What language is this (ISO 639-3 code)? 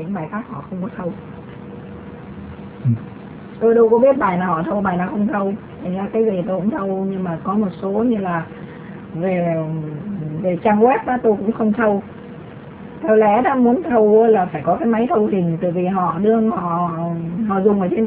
vie